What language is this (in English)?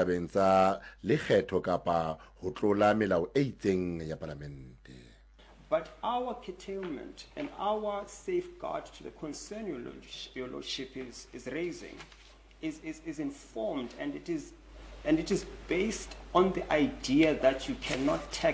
Southern Sotho